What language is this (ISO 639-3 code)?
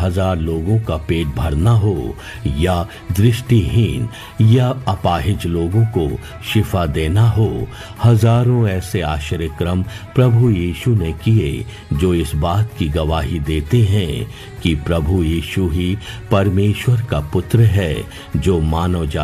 hin